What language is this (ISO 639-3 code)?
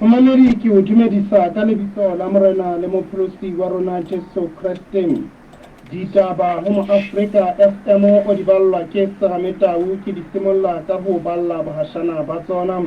sot